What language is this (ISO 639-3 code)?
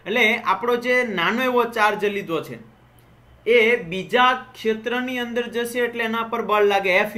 guj